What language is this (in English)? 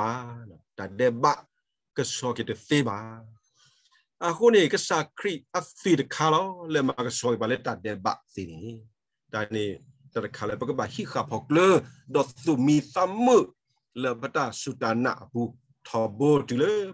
S'gaw Karen